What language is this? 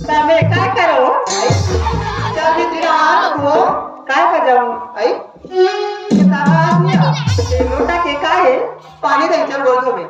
Chhattisgarhi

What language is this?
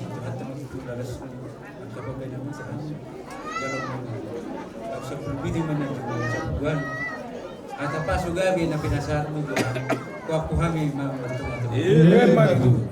Batak Toba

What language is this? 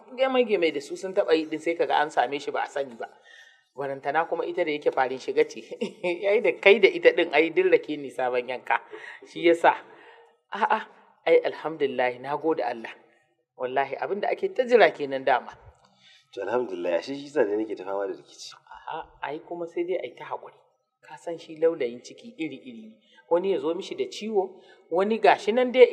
Hausa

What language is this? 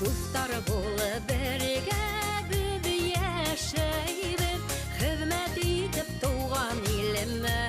Bashkir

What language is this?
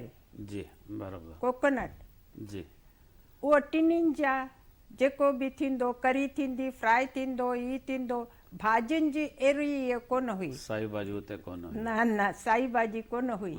Sindhi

